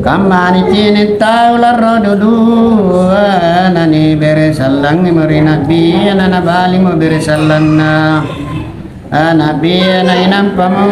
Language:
Makasar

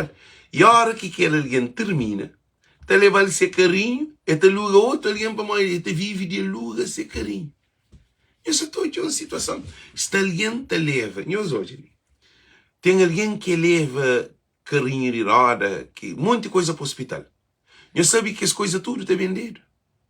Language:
Kabuverdianu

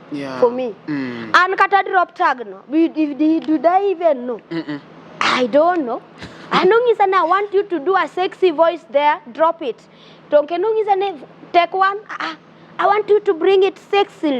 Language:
Luo (Kenya and Tanzania)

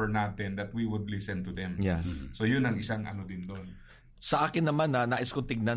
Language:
Filipino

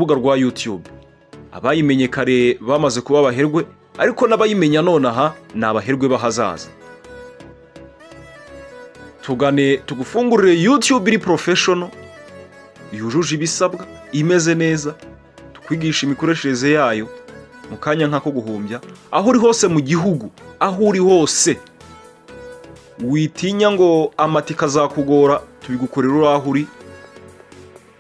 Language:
Kinyarwanda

